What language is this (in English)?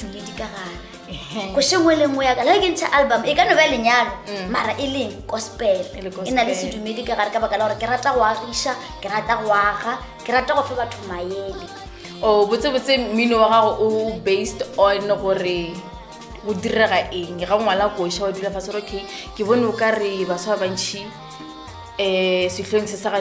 Northern Sotho